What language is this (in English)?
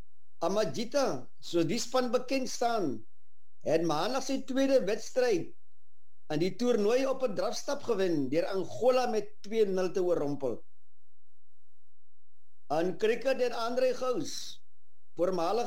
Afrikaans